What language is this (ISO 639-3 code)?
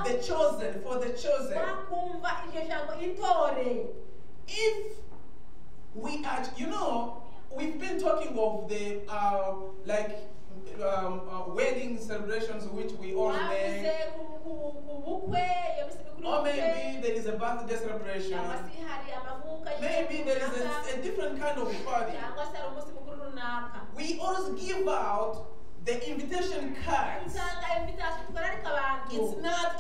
kin